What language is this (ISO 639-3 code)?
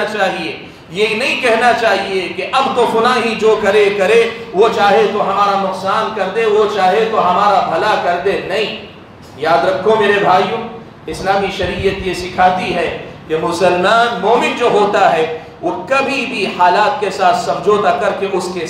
urd